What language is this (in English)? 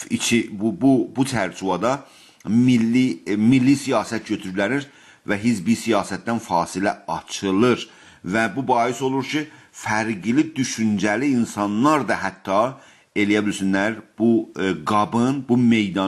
South Azerbaijani